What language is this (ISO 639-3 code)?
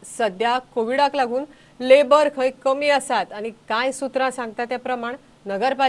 kok